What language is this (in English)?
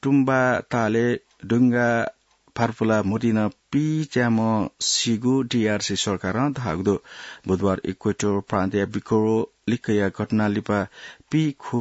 Newari